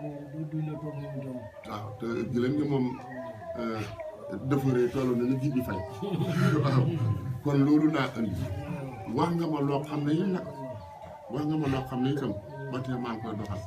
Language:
Wolof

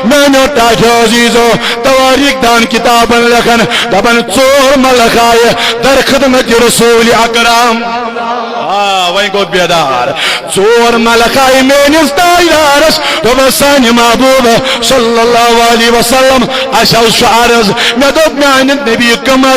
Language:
Kashmiri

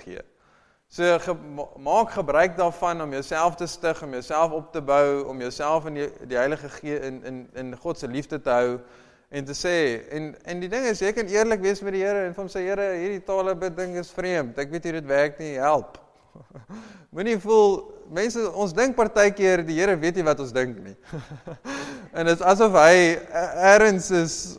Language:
Afrikaans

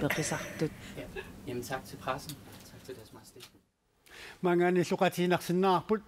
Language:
Kalaallisut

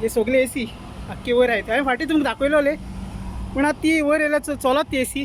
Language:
Konkani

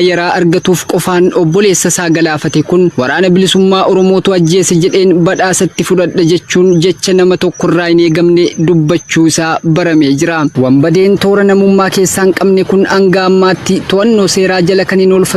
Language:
Oromo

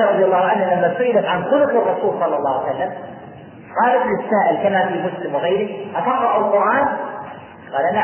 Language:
Arabic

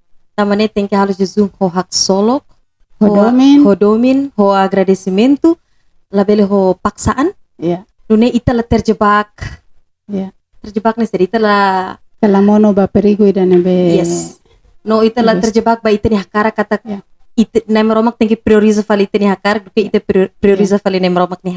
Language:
Tetum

